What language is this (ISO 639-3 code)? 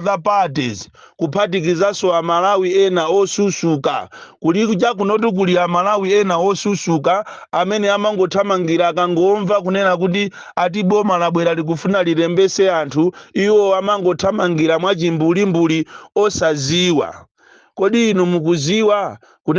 nya